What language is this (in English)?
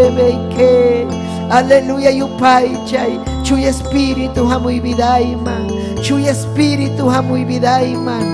Ayacucho Quechua